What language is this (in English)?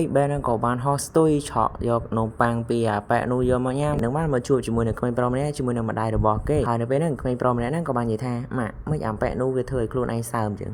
Khmer